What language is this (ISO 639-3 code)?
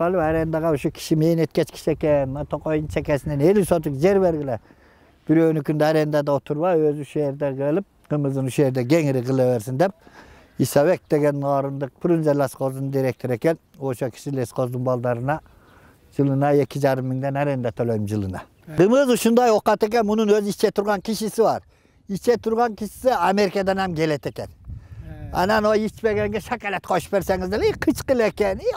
kir